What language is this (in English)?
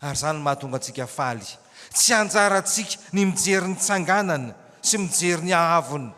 Malagasy